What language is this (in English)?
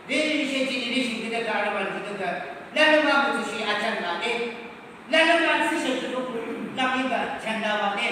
Yimchungru Naga